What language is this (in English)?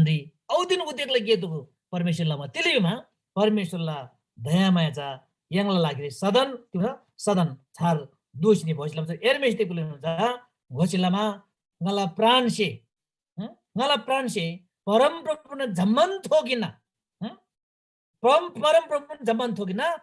Eastern Tamang